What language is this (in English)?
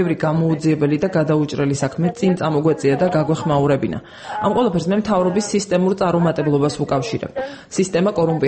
Georgian